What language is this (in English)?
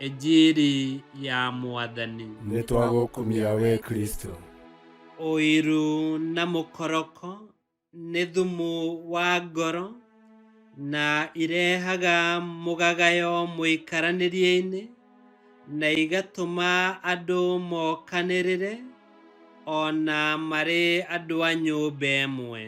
Kikuyu